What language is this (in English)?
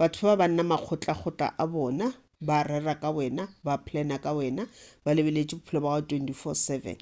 Northern Sotho